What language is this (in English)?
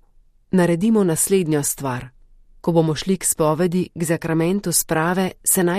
Slovenian